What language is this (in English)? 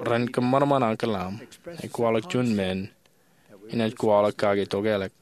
Marshallese